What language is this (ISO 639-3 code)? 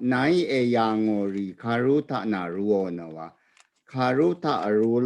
raw